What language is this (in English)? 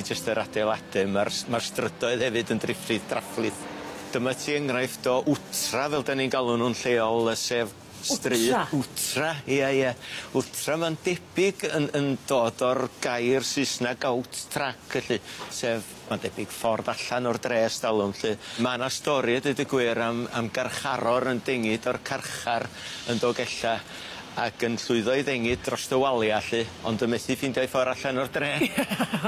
Welsh